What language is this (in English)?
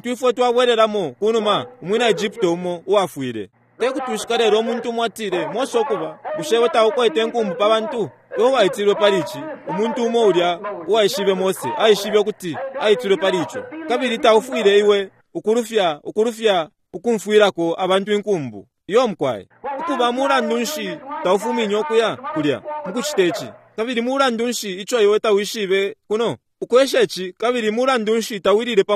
Bemba